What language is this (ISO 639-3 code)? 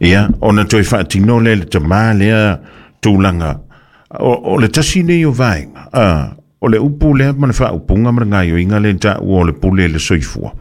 smo